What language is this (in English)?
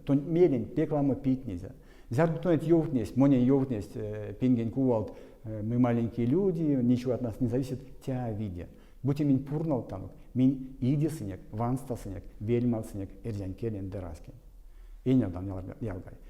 Erzya